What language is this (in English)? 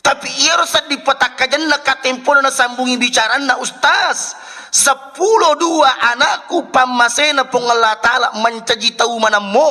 Buginese